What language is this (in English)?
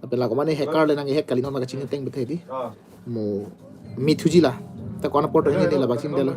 Karbi